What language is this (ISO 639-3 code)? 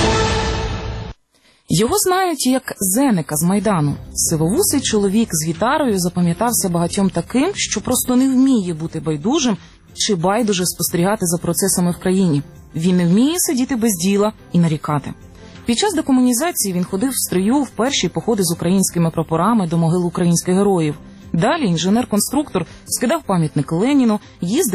ukr